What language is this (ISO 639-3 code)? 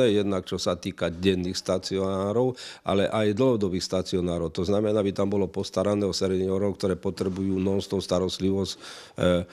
slk